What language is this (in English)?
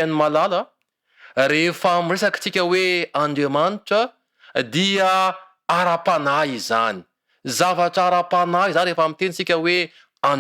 Malagasy